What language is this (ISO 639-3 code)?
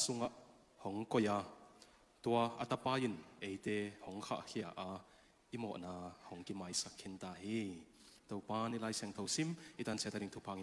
ctd